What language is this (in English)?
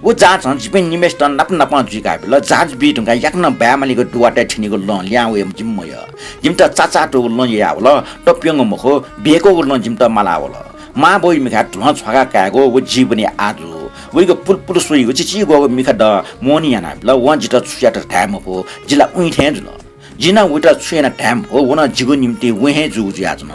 Newari